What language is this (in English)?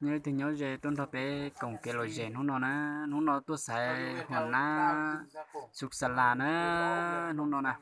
Hmong